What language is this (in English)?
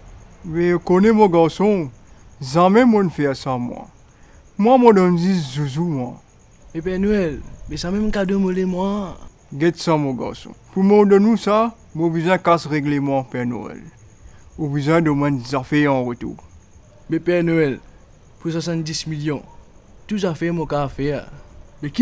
Morisyen